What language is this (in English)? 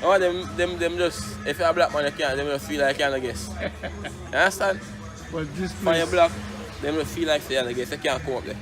Jamaican Creole English